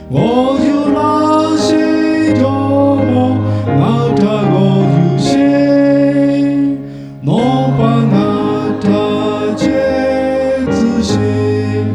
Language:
Lahu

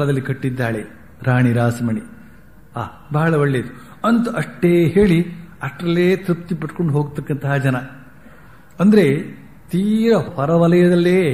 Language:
Kannada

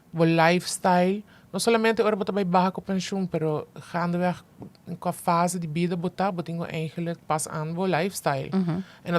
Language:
Papiamento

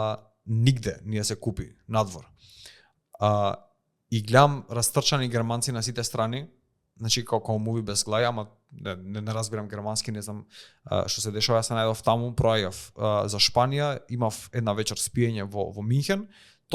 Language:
Macedonian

